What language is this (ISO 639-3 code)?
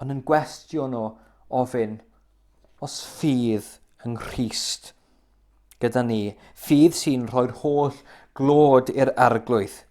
cym